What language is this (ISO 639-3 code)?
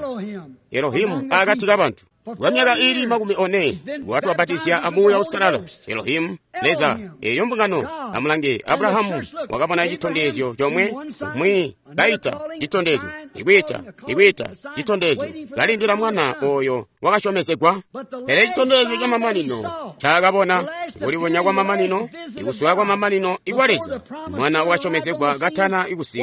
toi